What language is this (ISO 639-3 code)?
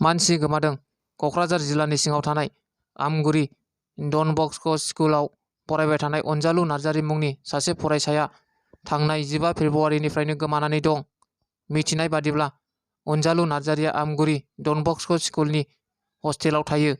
brx